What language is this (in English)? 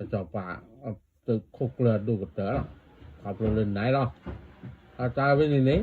S'gaw Karen